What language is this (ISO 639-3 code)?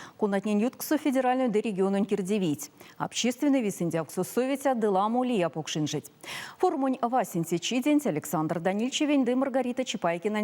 myv